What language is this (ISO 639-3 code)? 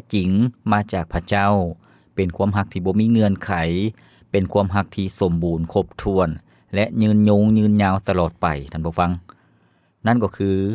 lao